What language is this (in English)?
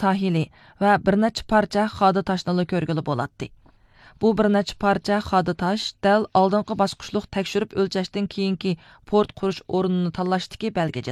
Uyghur